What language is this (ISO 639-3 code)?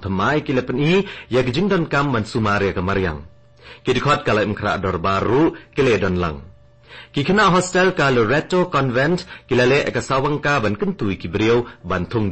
kha